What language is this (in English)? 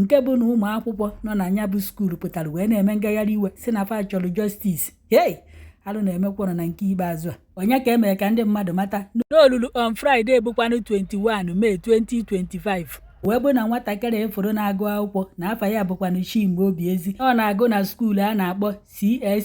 Igbo